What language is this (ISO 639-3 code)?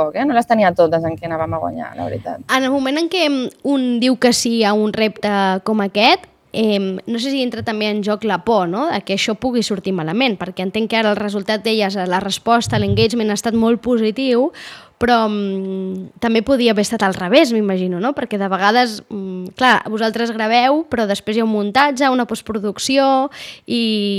cat